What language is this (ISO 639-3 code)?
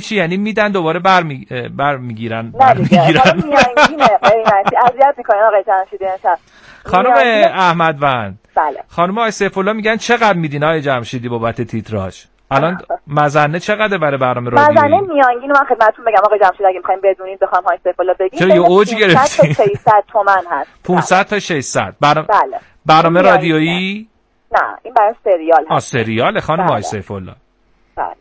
fas